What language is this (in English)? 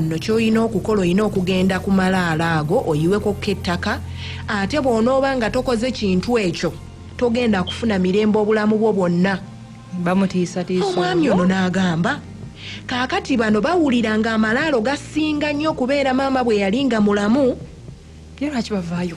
Ganda